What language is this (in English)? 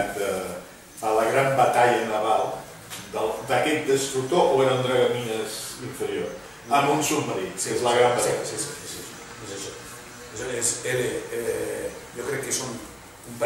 Catalan